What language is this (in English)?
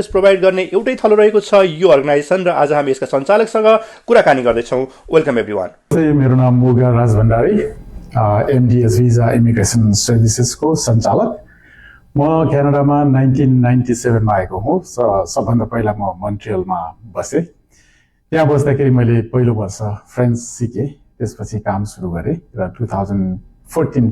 Nepali